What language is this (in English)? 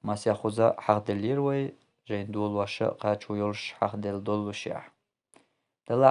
Chechen